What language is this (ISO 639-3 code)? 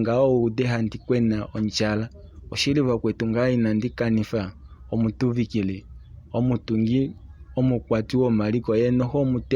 kua